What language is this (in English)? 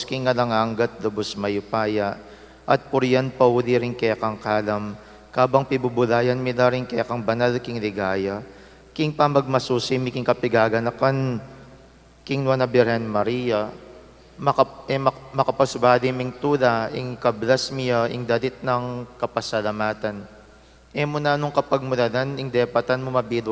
Pampanga